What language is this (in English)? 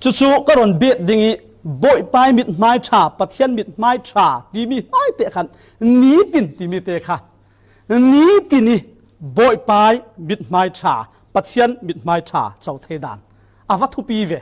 Falam Chin